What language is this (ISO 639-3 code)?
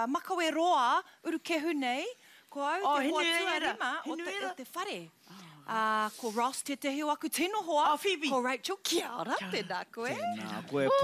mri